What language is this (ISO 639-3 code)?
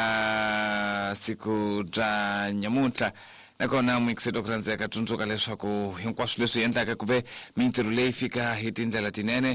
tso